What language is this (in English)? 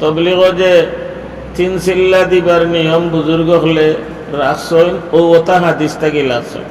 Sylheti